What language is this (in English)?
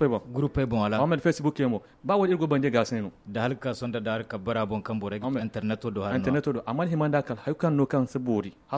Zarma